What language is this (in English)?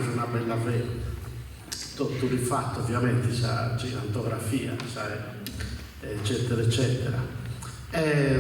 Sardinian